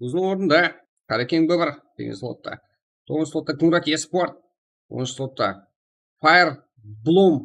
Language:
Kara-Kalpak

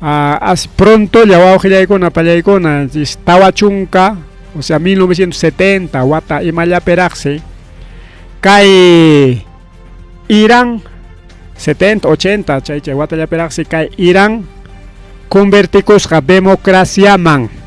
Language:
Ayacucho Quechua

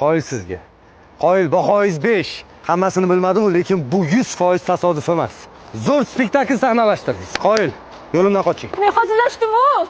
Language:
Uzbek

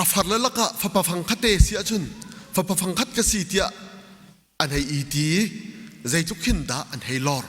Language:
Hakha Chin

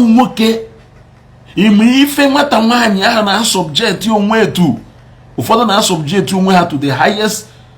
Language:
Igbo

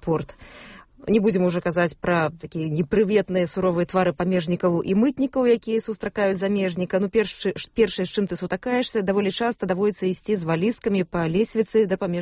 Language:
Belarusian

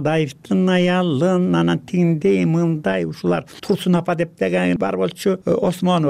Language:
Kyrgyz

